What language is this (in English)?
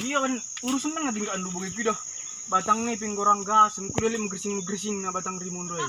Batak Karo